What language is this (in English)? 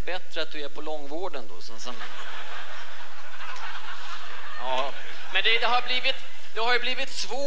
Swedish